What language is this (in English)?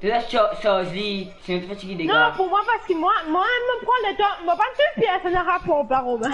Morisyen